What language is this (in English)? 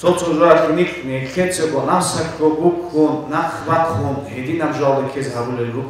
Avaric